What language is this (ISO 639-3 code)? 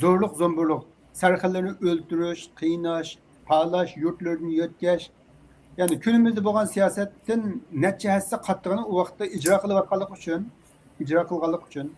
uig